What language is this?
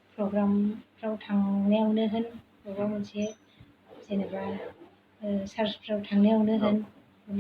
Bodo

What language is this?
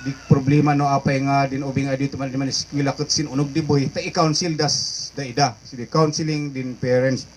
Kankanaey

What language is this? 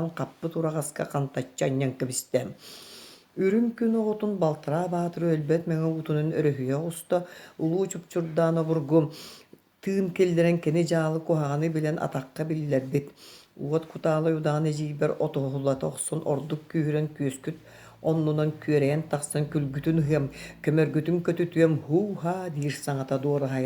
Yakut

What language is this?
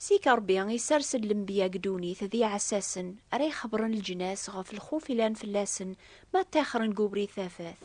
Kabyle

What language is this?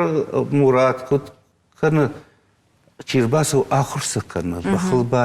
Ossetic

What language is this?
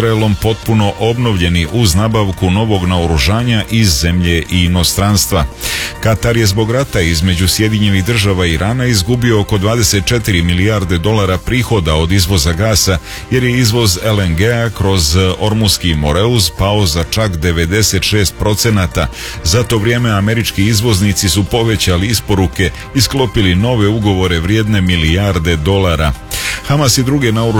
Serbian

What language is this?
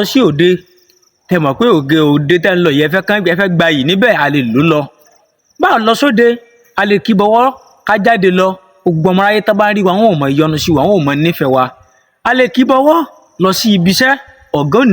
Yoruba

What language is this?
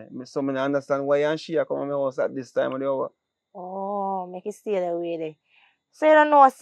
Jamaican Creole English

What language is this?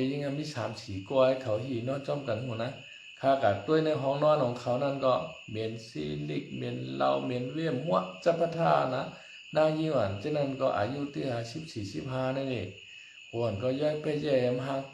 Shan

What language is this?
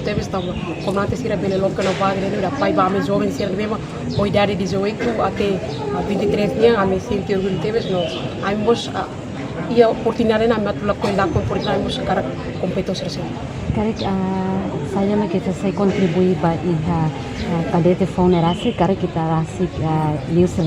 Tetum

